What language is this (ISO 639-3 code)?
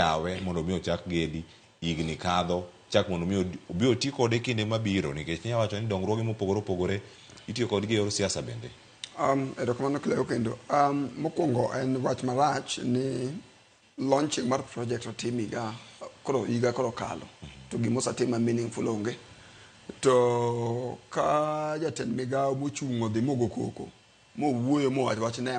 luo